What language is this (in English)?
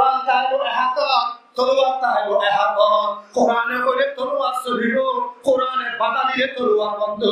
Rohingya